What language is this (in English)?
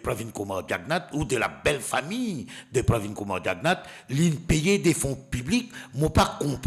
Morisyen